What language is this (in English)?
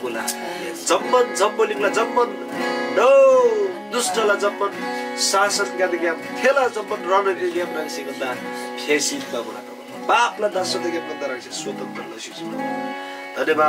Eastern Tamang